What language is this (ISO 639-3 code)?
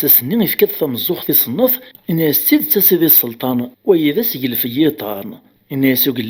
kab